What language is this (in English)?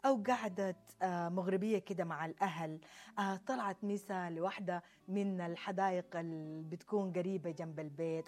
Sudanese Arabic